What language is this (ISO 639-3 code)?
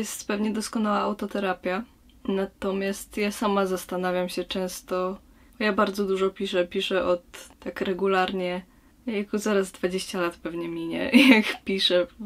pol